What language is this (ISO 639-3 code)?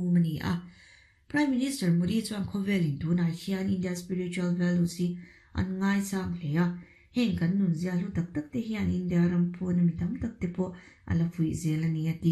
lus